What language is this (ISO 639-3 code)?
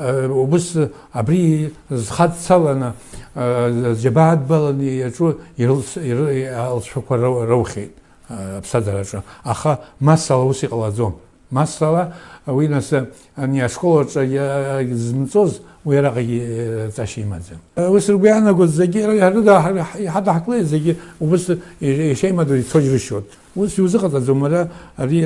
abk